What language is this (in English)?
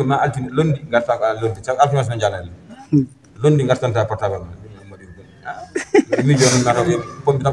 Fula